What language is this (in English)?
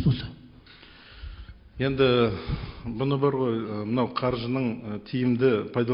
Kazakh